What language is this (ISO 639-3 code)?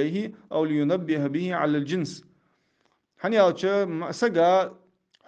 inh